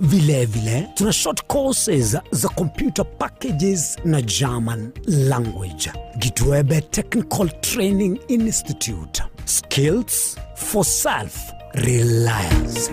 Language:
Gusii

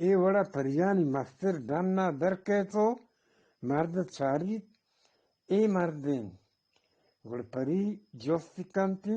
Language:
Eastern Balochi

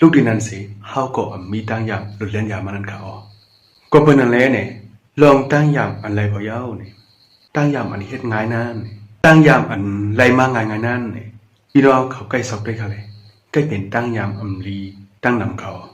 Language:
Shan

